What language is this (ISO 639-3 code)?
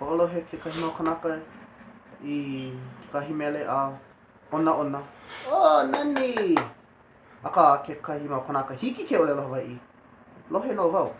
haw